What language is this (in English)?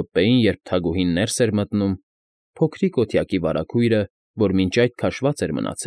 Armenian